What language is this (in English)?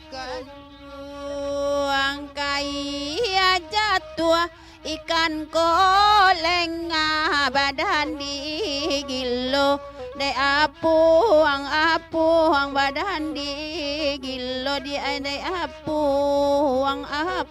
Minangkabau